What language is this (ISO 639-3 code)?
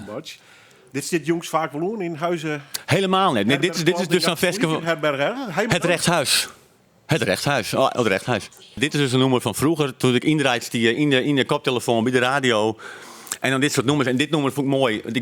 fry